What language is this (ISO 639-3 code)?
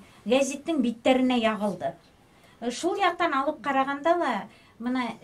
bak